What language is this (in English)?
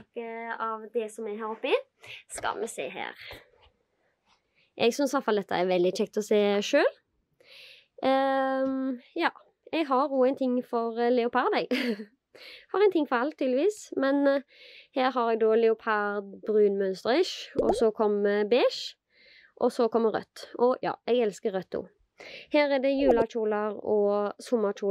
Norwegian